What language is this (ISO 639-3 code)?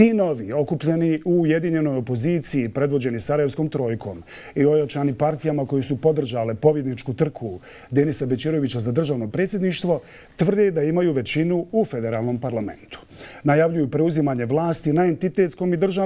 bos